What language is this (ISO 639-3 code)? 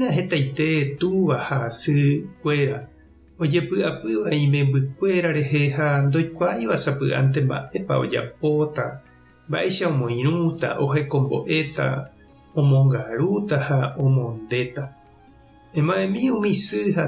grn